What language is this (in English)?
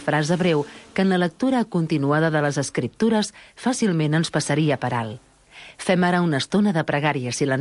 Catalan